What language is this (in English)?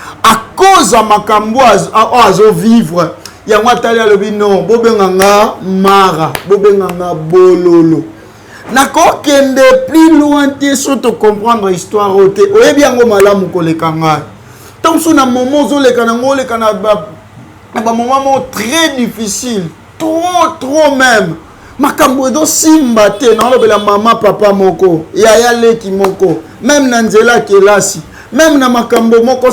Lingala